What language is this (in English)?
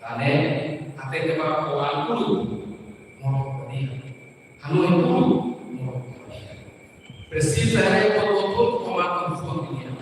Tetum